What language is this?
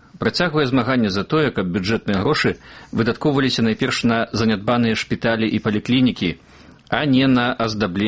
Belarusian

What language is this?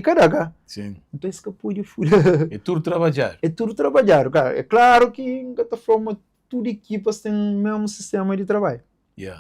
Kabuverdianu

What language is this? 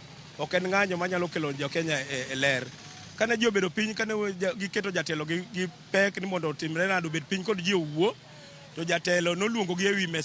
Luo (Kenya and Tanzania)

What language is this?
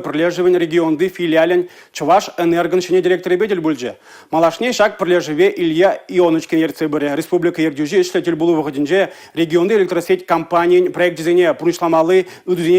Chuvash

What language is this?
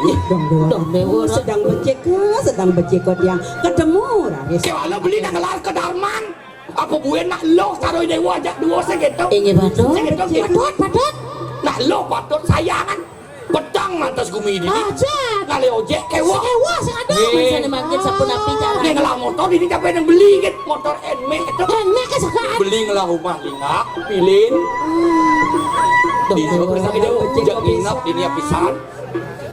Balinese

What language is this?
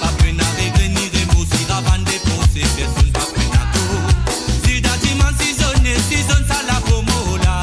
Morisyen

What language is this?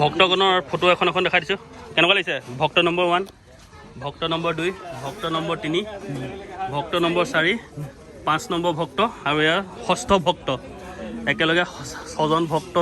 Assamese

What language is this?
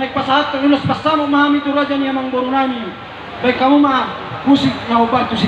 Batak Toba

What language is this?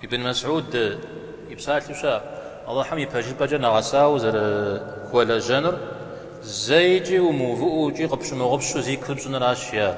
Kabardian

